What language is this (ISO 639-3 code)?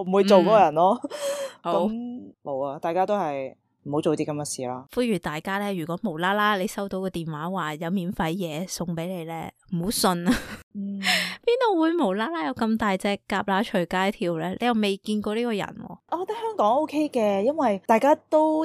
yue